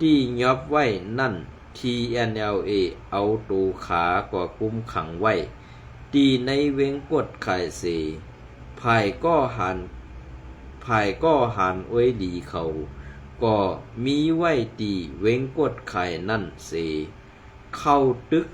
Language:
Shan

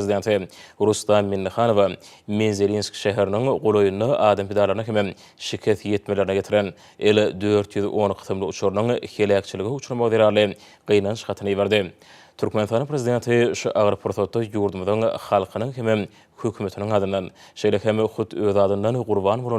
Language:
Turkmen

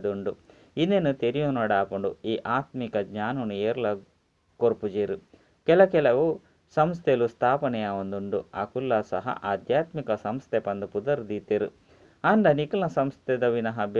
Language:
Tulu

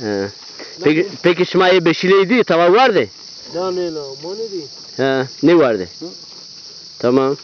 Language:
Zaza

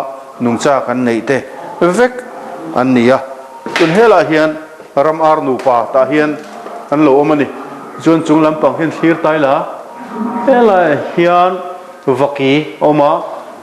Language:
Mizo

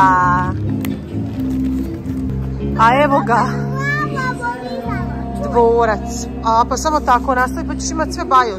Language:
Croatian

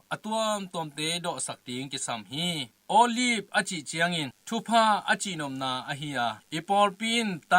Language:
Tedim Chin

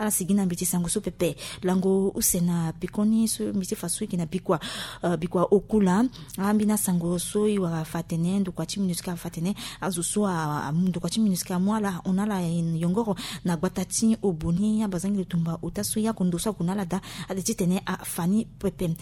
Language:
Sango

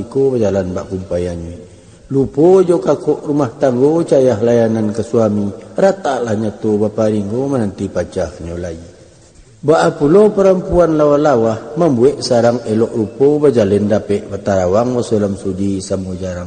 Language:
Minangkabau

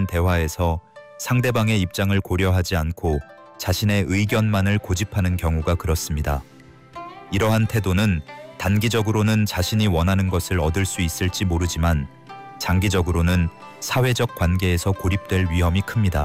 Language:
Korean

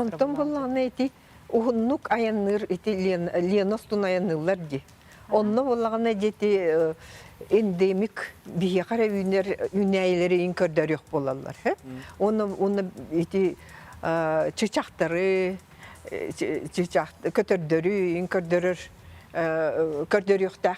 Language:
Yakut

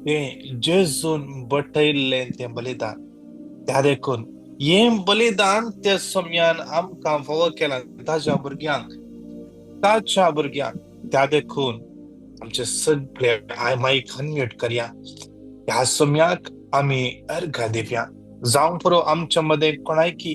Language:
Konkani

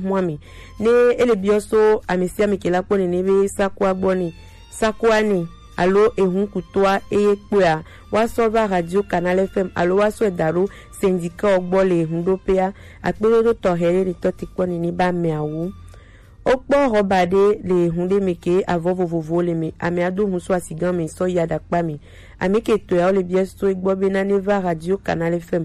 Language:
Gen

